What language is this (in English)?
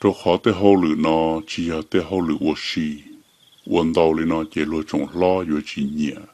Hmong